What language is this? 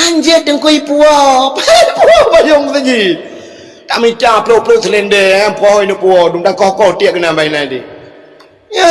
Achinese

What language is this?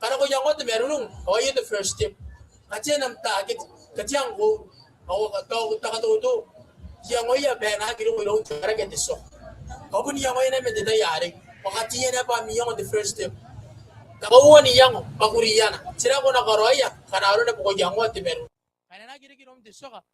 Gilbertese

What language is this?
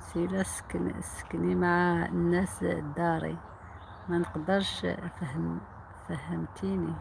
Algerian Arabic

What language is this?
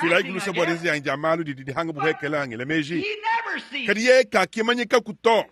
Luba-Lulua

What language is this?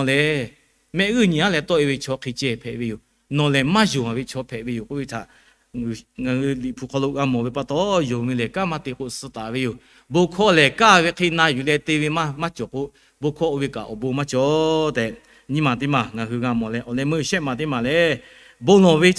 Lahu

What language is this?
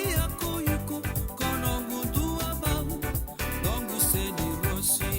Fijian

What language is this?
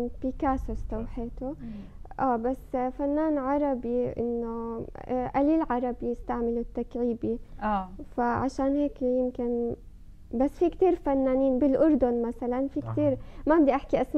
North Levantine Arabic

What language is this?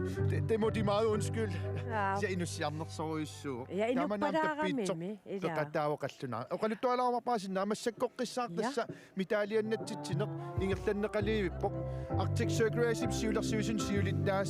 Kalaallisut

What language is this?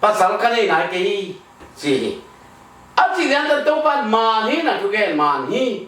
Tedim Chin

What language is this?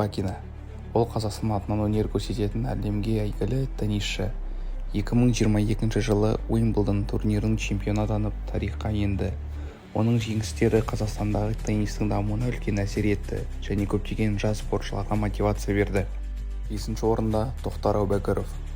Kazakh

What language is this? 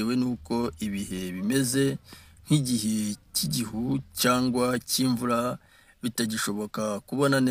Kinyarwanda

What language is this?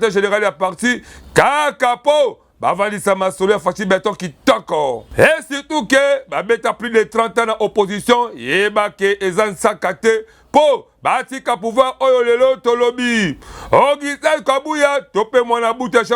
Lingala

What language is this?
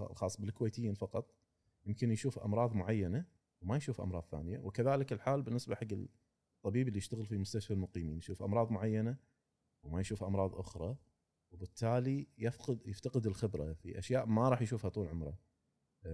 Gulf Arabic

